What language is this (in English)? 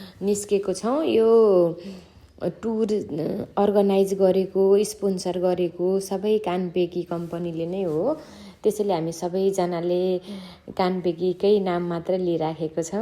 Nepali